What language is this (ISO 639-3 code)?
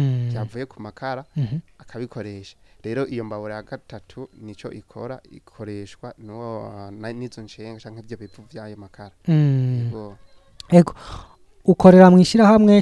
run